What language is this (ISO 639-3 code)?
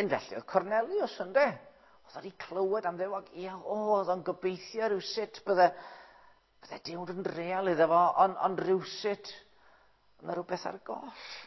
cym